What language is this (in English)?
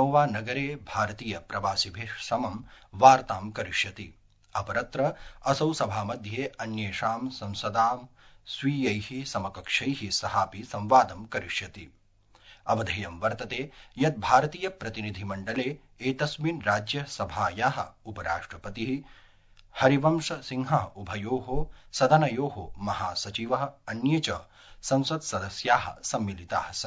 Sanskrit